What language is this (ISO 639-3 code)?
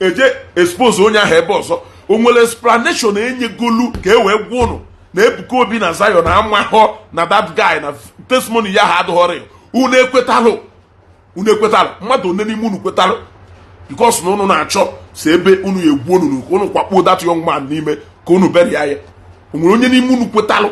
ibo